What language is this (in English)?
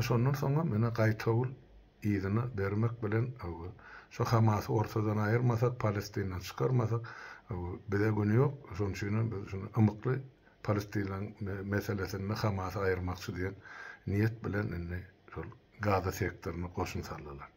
Turkmen